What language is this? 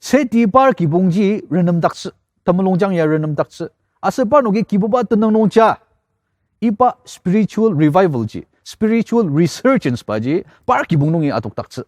Ao Naga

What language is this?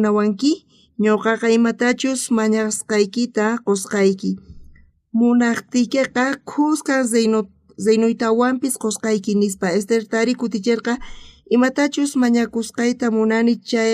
South Bolivian Quechua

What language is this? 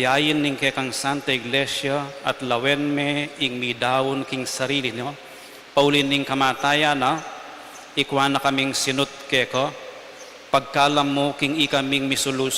Pampanga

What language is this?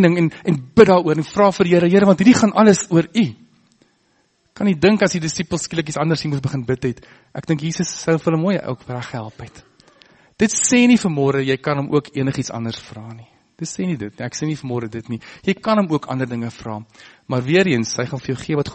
Afrikaans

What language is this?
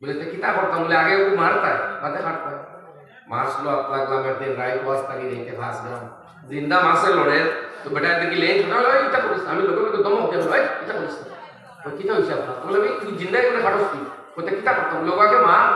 Sylheti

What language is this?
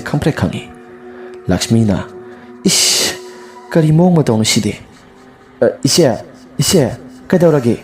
Manipuri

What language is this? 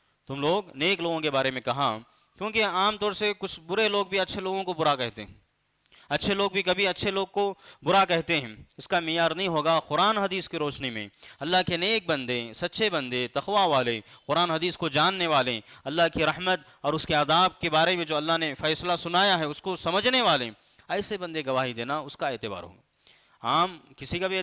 Urdu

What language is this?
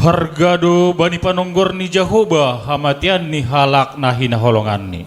Batak Simalungun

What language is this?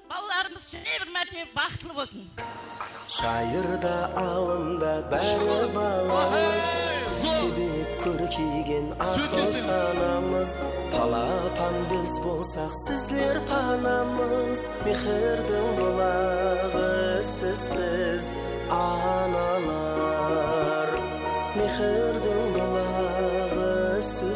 Kara-Kalpak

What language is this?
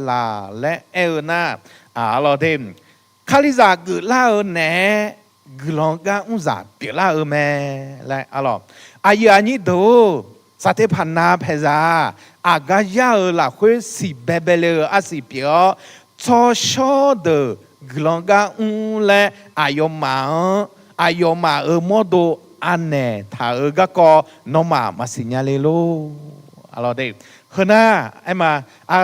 Akha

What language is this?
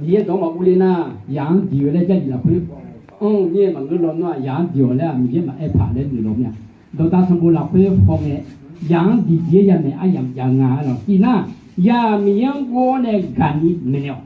Akha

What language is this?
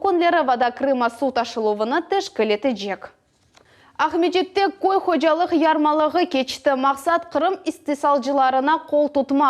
Crimean Tatar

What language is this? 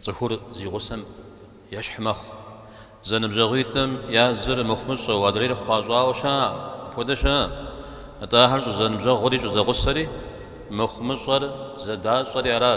Kabardian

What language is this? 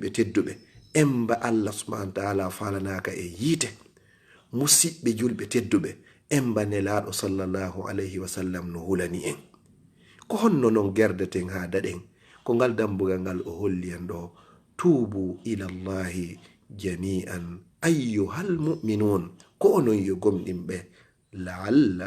Fula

